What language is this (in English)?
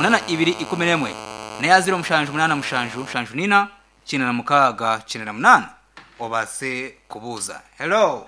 Nyankole